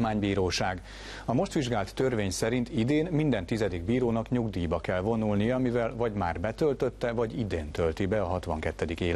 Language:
Hungarian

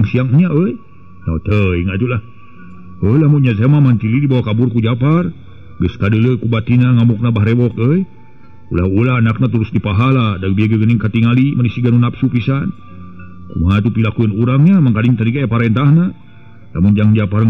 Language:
Sundanese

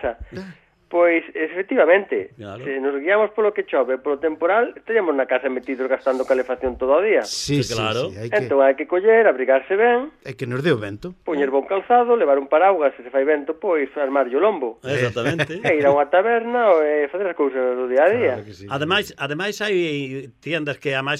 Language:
Galician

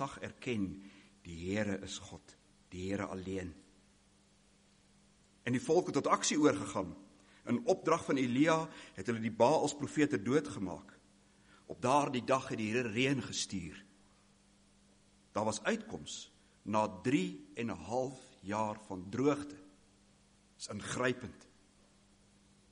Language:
Afrikaans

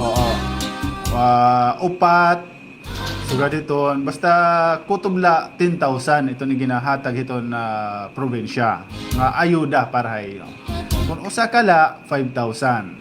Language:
Waray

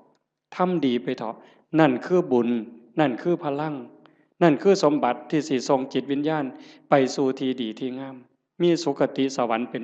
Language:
Northeastern Thai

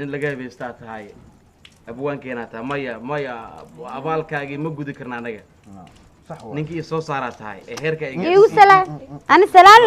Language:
Somali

